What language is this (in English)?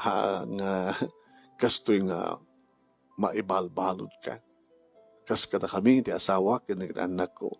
Iloko